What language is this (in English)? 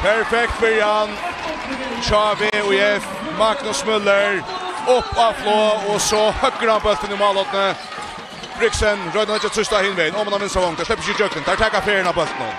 Faroese